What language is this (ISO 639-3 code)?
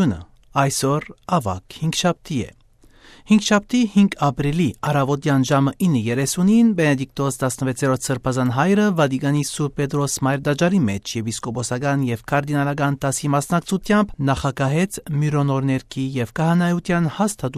hye